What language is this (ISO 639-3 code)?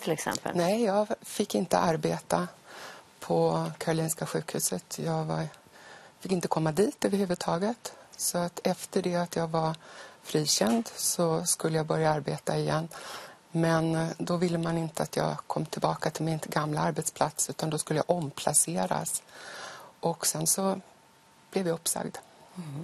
swe